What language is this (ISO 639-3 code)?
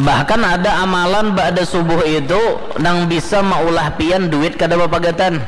bjn